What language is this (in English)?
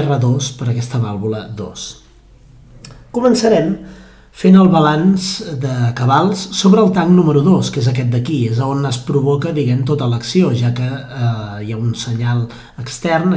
Catalan